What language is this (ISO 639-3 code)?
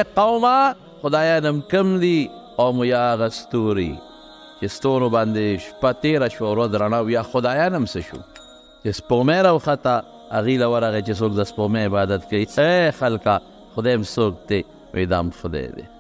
pus